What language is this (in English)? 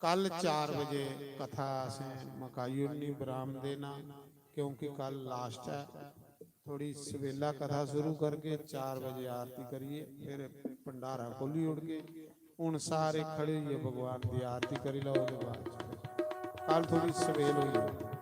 Dogri